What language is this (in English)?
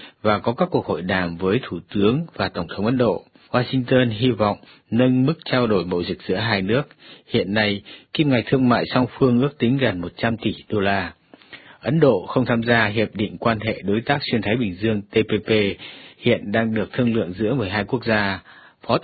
Vietnamese